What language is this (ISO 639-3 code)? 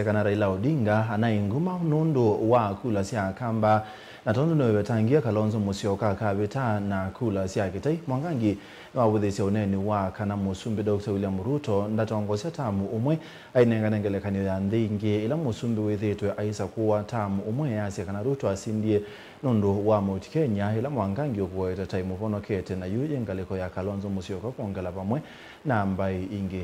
kam